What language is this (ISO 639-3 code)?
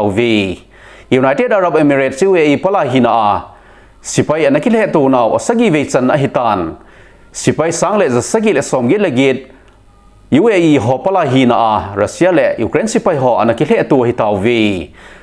tcz